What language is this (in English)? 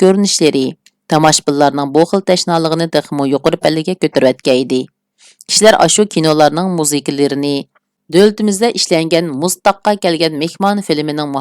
Uyghur